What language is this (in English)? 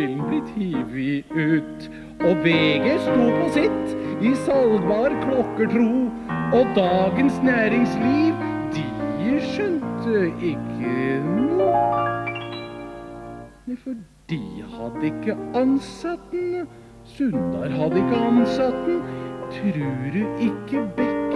Norwegian